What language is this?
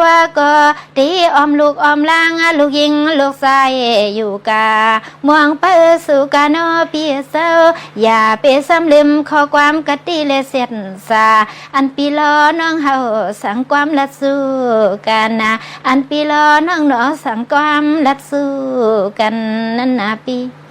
Shan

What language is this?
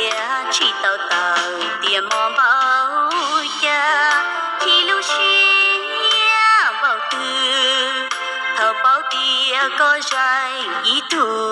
Hmong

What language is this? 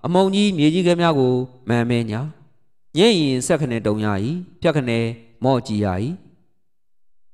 Burmese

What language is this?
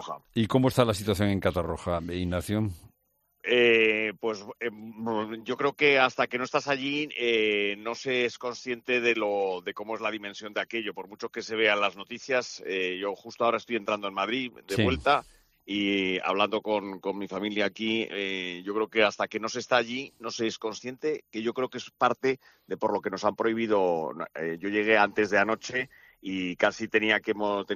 Spanish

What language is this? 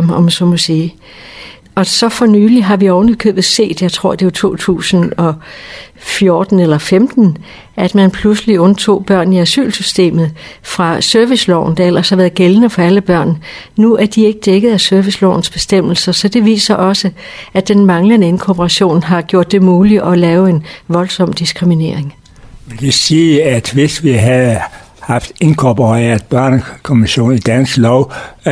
Danish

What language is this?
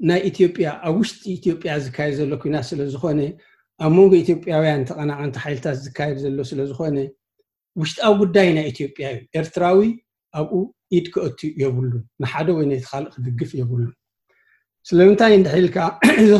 Tigrinya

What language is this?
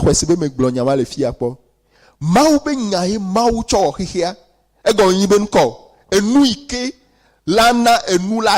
Ewe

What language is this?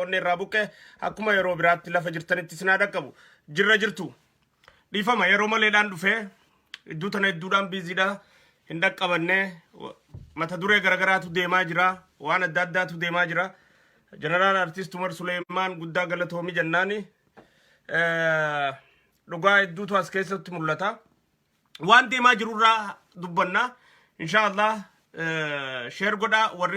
Oromo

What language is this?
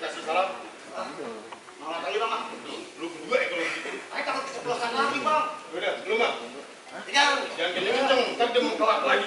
Betawi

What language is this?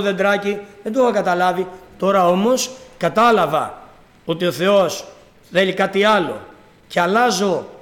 Greek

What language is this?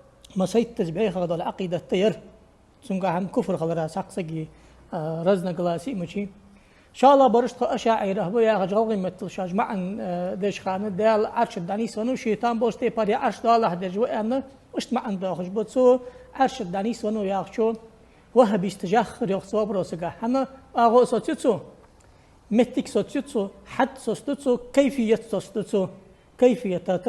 Ingush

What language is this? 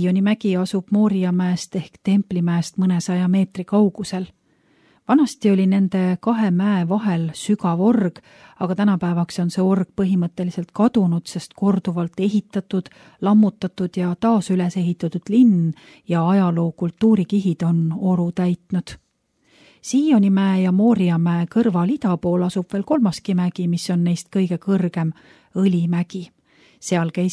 Estonian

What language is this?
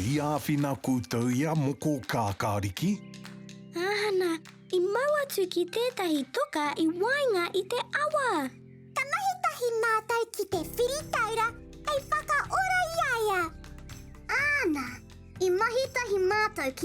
Māori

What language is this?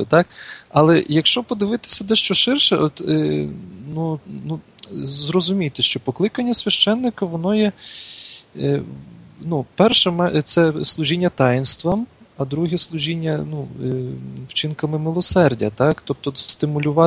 Ukrainian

